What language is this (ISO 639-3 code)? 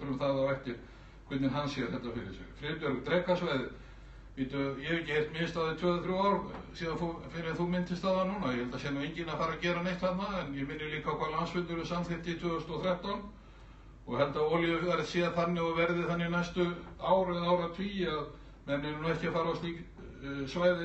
isl